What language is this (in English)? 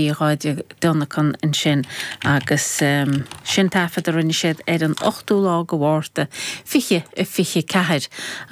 Irish